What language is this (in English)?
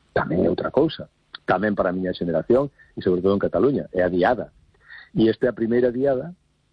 Galician